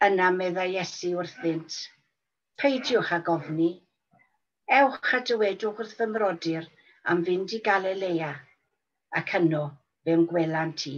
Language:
Welsh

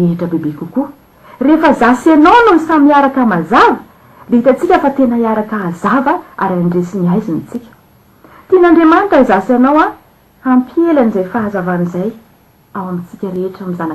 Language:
Malagasy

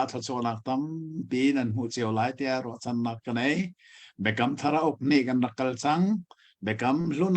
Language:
Hakha Chin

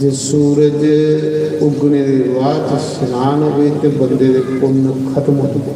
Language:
Dogri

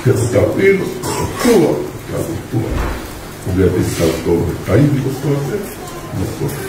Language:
Tongan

